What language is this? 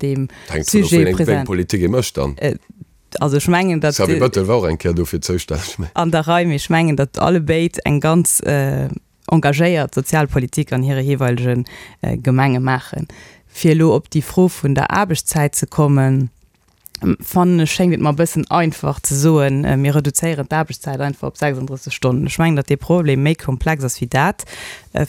Luxembourgish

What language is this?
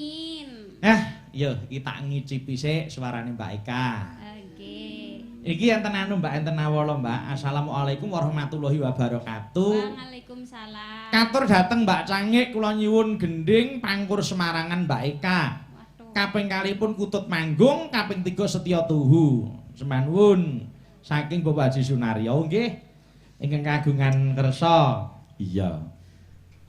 Javanese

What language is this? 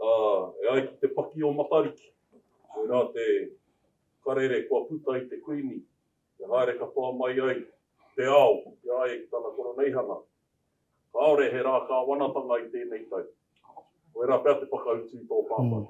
Māori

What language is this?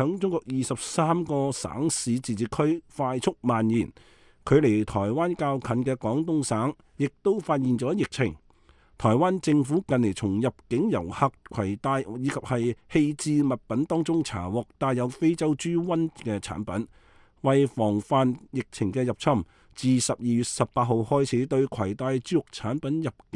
Cantonese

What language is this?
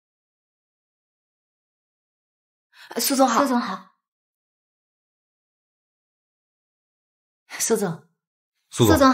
Chinese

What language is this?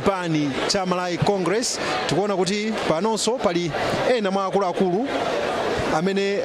Nyanja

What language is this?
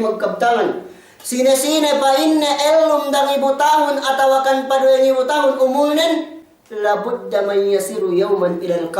Yakan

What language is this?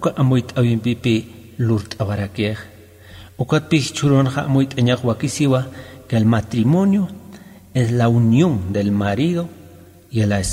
Aymara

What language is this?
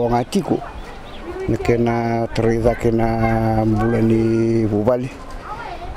Fijian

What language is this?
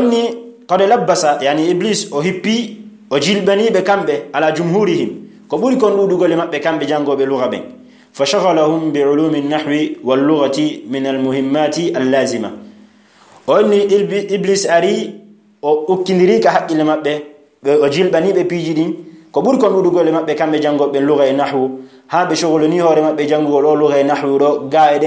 Fula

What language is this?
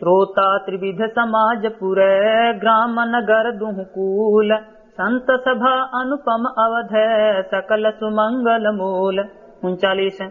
Awadhi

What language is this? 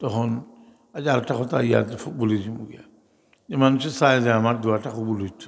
Sylheti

